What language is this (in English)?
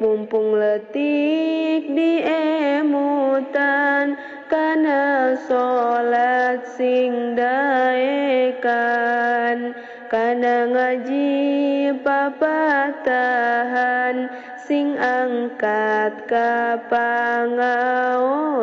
Sundanese